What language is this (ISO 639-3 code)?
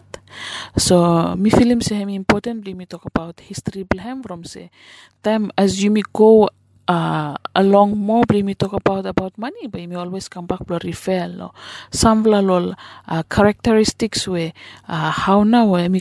bis